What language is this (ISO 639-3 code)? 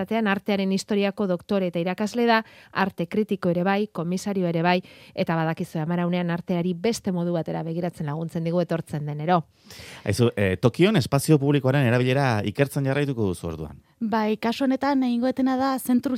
eus